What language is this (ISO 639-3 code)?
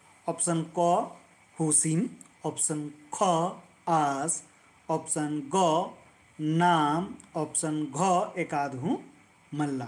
kru